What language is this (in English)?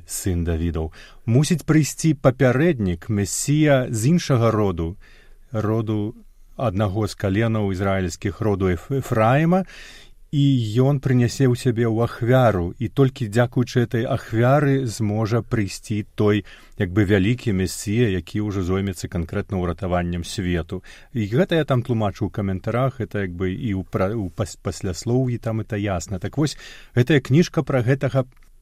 Belarusian